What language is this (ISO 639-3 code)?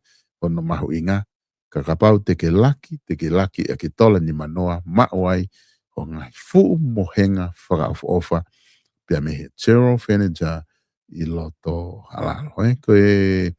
ton